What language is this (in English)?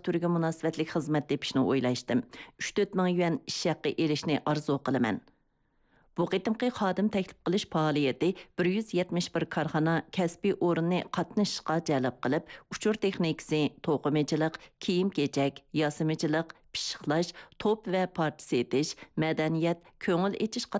Uyghur